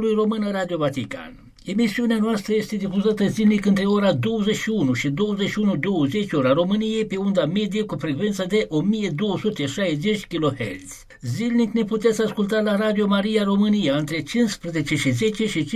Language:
Romanian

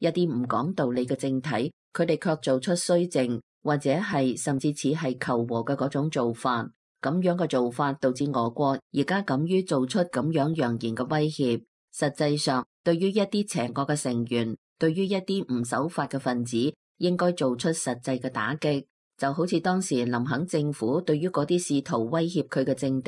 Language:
Cantonese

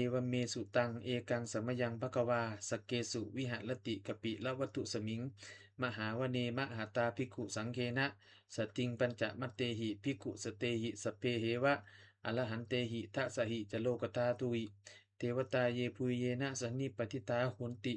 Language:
Pali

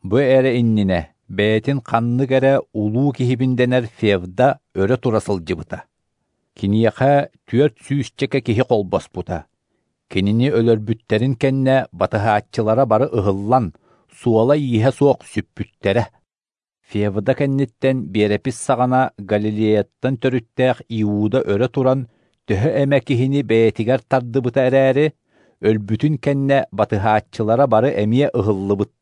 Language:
Yakut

